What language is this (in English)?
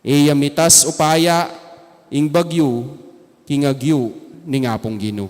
Pampanga